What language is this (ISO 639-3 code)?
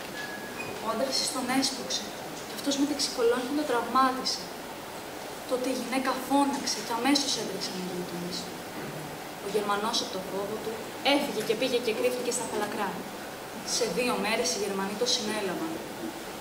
ell